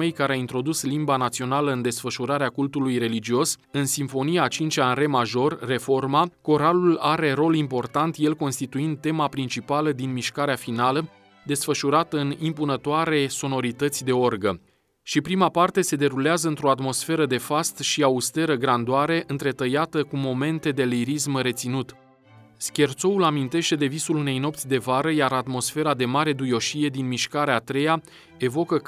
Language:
Romanian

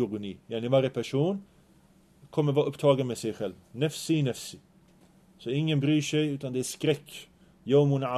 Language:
Swedish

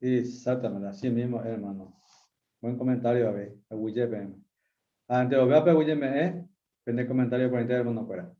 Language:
Guarani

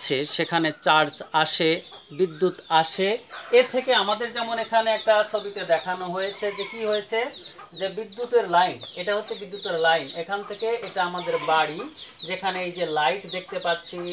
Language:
Bangla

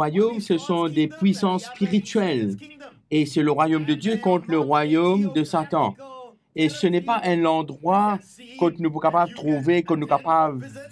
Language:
Morisyen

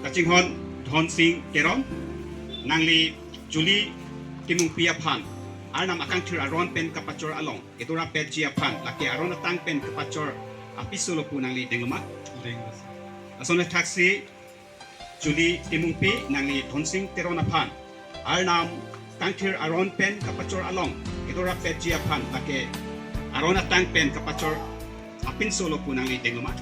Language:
Karbi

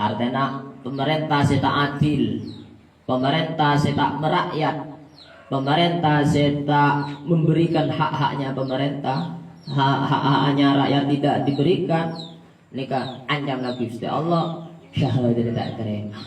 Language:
Madurese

